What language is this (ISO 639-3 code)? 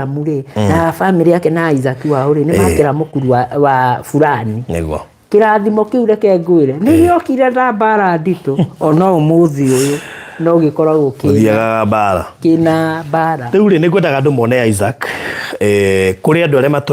kik